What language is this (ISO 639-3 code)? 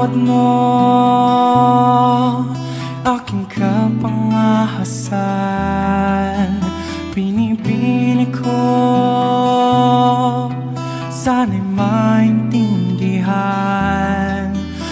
fil